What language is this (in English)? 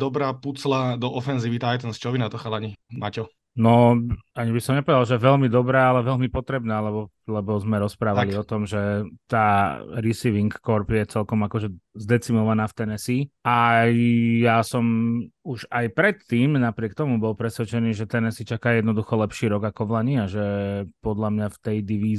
Slovak